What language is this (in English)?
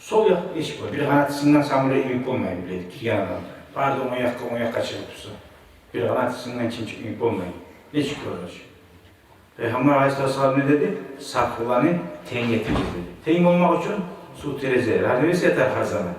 Kumyk